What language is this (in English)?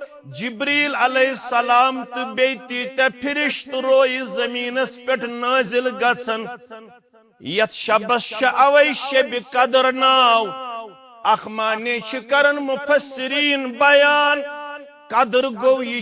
Kashmiri